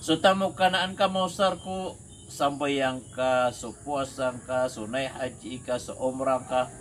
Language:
Maranao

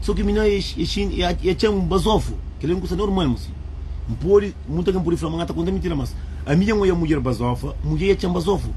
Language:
Kabuverdianu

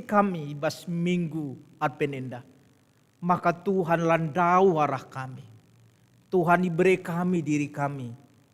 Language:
Batak Karo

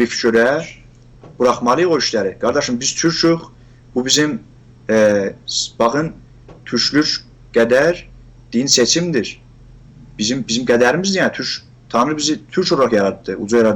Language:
South Azerbaijani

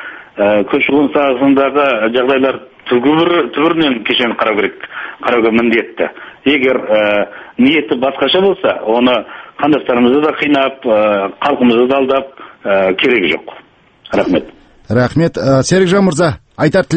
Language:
Kazakh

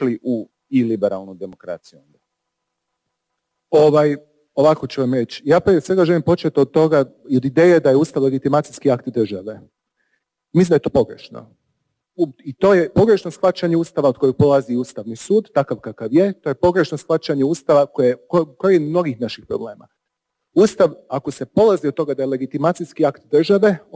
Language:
Croatian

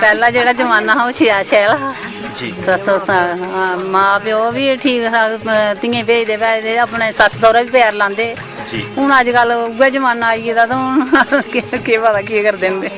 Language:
Dogri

